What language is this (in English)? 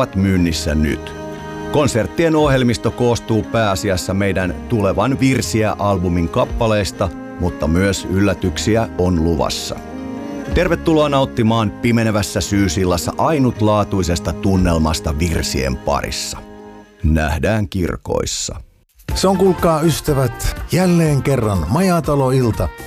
Finnish